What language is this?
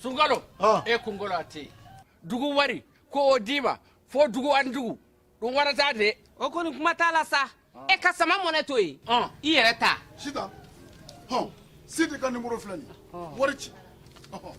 Bambara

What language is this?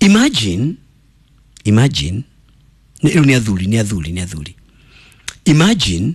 Kikuyu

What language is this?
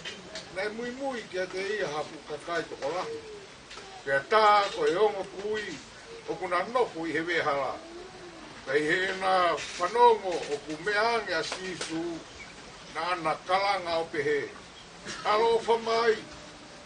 Tongan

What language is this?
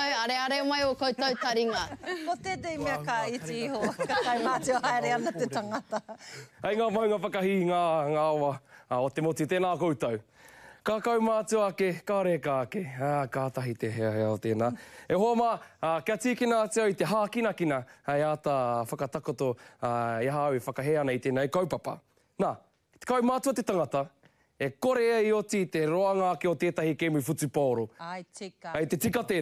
Māori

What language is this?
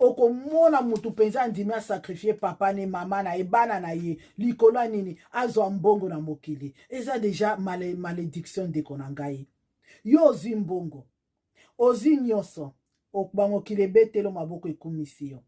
Lingala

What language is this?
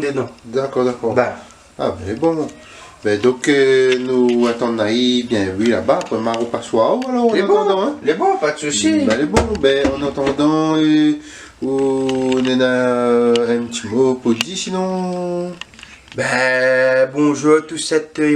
Réunion Creole French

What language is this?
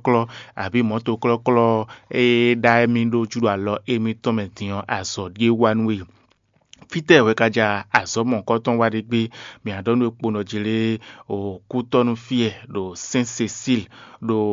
Fon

